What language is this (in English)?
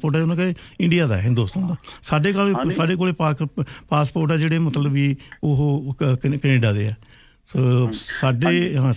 Punjabi